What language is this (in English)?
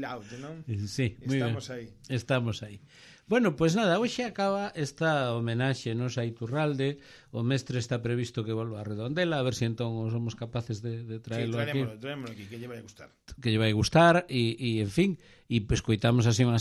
Galician